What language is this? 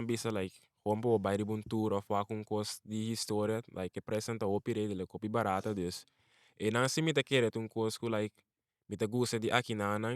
Papiamento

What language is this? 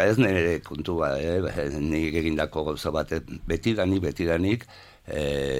Basque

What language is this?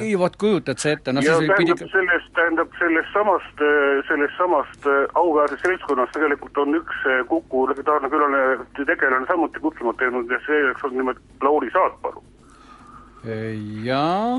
Estonian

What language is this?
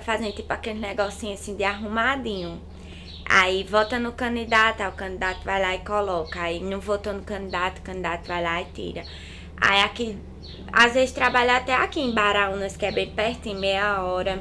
Portuguese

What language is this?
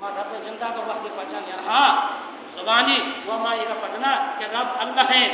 Baluchi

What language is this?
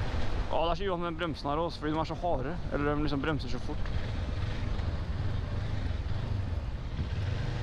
Norwegian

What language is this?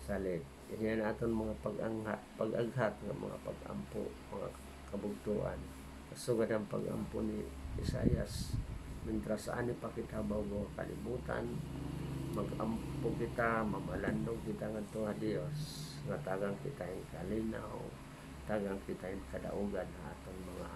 Waray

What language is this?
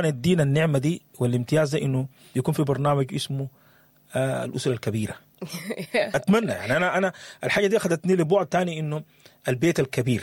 Sudanese Arabic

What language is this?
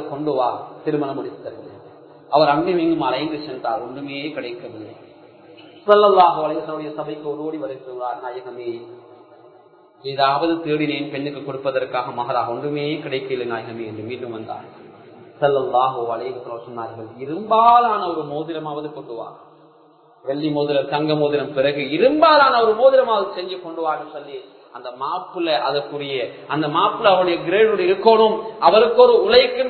Tamil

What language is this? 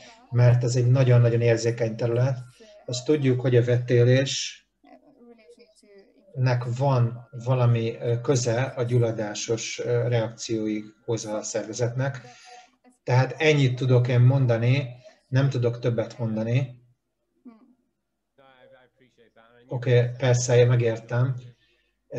Hungarian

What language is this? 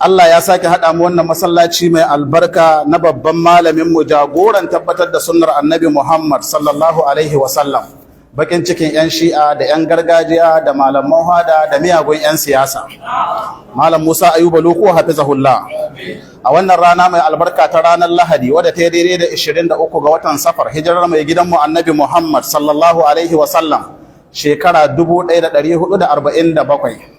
Hausa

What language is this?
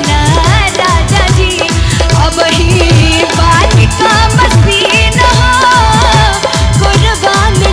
Bhojpuri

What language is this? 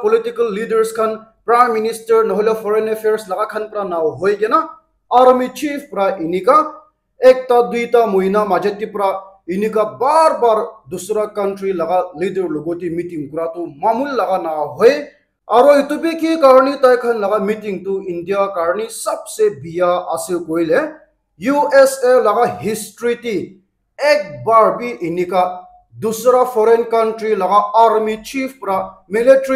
Naga Pidgin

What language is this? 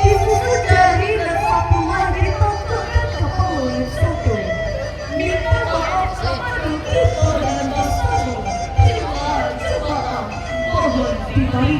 Minangkabau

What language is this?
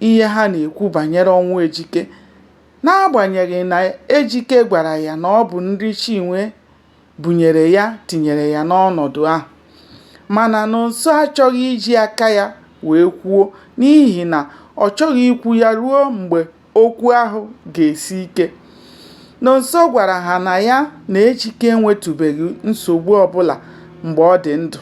Igbo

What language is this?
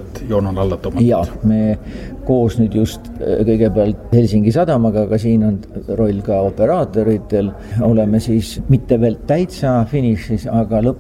Estonian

